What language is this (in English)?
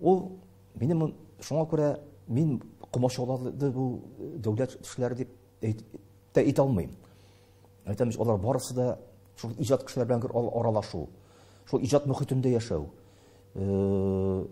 Tatar